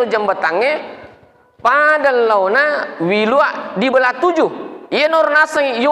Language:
Buginese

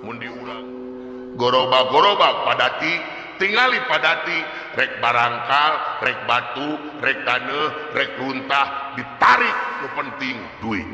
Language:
Sundanese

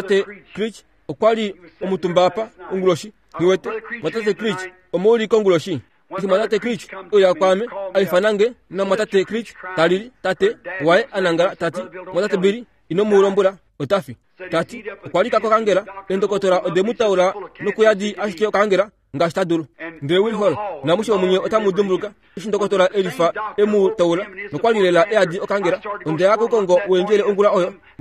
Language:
Kuanyama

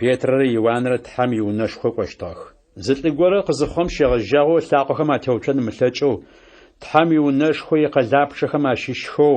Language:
Adyghe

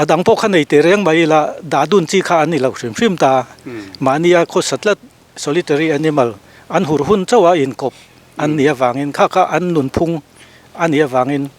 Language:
Mizo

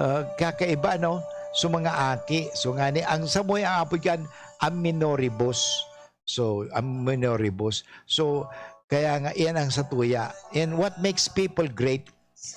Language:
Bikol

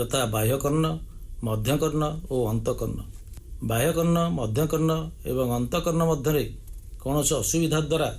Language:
Odia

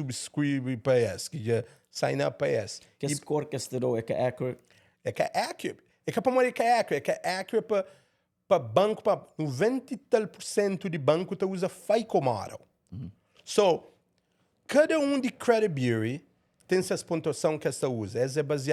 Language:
Kabuverdianu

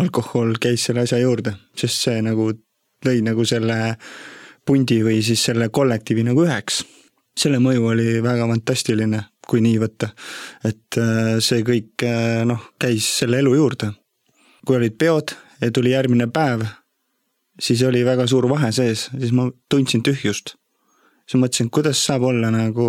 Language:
Estonian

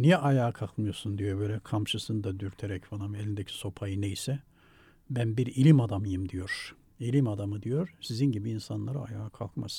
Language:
Turkish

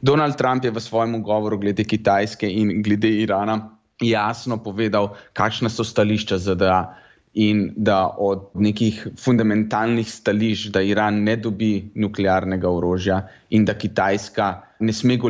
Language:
Slovenian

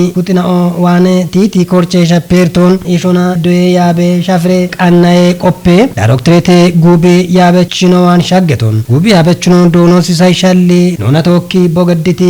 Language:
Kafa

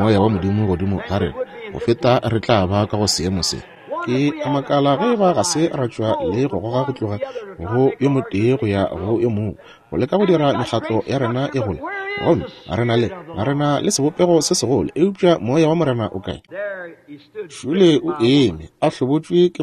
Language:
Northern Sotho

